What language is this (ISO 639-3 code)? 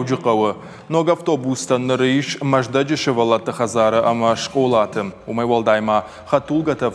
oss